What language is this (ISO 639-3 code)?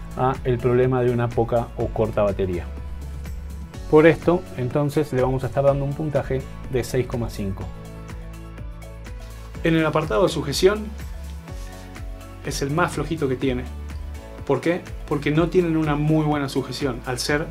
spa